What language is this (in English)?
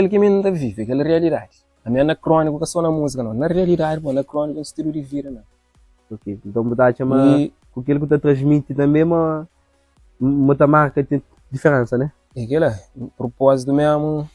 Kabuverdianu